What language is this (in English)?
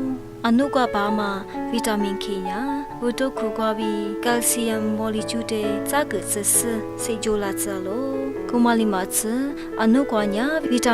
Lisu